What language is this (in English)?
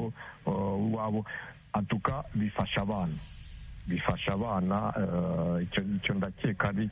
Kinyarwanda